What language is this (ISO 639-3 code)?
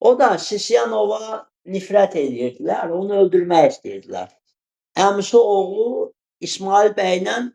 aze